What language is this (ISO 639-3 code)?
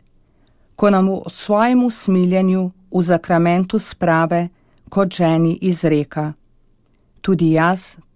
slv